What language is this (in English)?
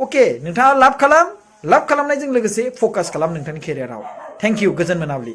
Bodo